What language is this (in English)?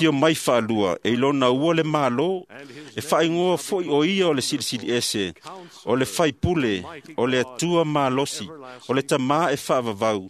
Samoan